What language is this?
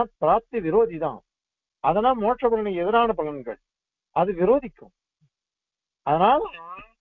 Tamil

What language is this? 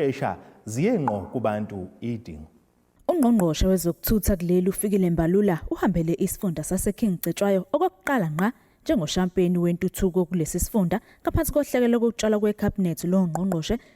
Zulu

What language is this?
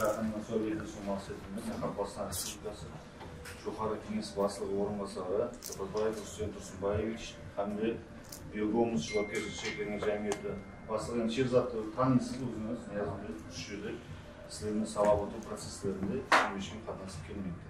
Kara-Kalpak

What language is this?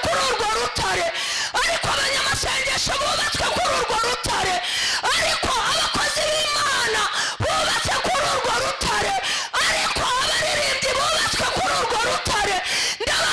Kinyarwanda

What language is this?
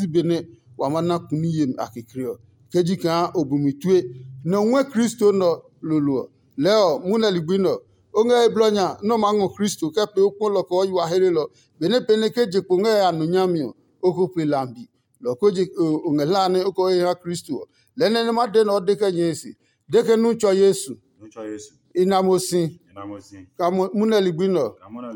Adangme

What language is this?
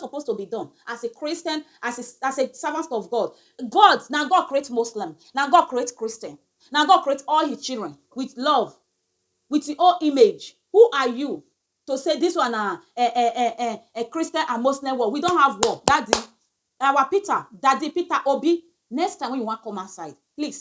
Nigerian Pidgin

